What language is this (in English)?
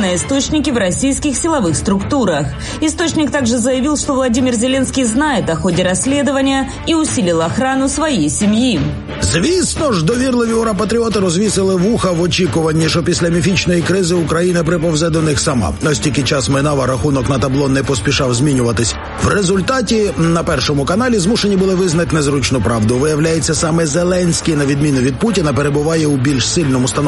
Ukrainian